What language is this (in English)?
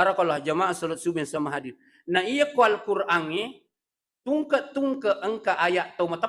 Buginese